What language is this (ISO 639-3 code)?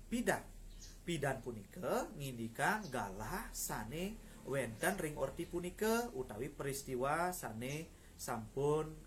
ban